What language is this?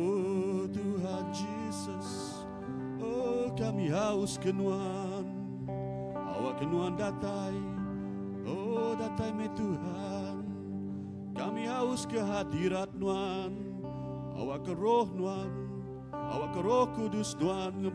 Iban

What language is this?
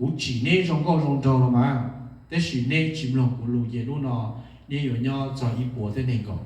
Hmong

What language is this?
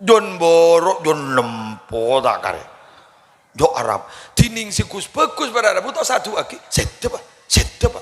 Madurese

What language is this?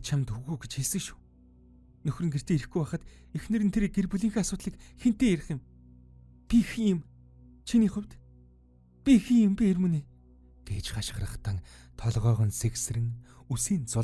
Mongolian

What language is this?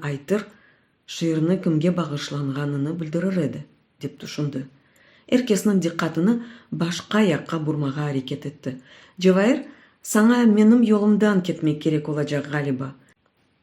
Crimean Tatar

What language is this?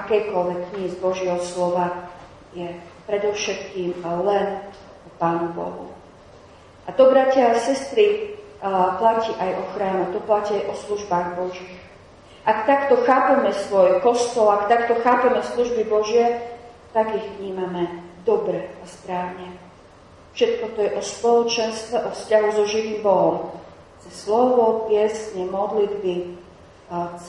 Slovak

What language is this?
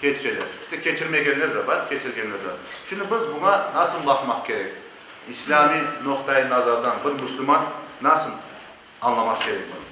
Crimean Tatar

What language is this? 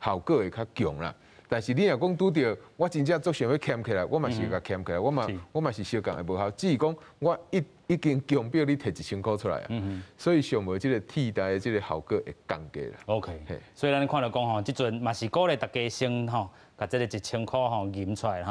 Min Nan Chinese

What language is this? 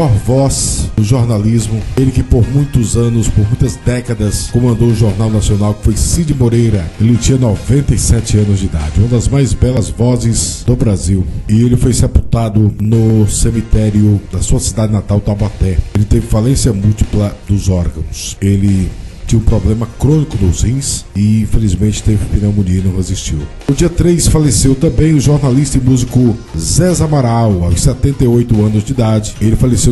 Portuguese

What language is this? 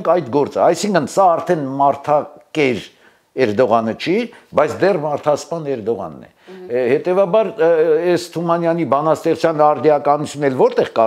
Armenian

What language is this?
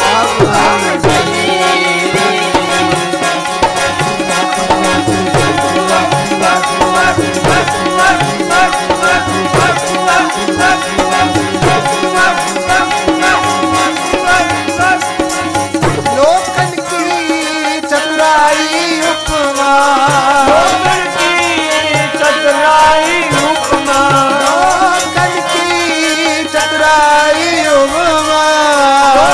Punjabi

